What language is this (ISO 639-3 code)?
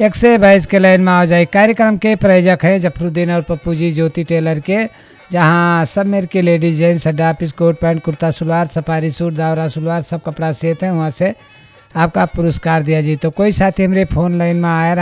awa